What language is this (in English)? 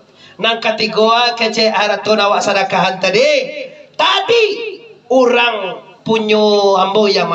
Minangkabau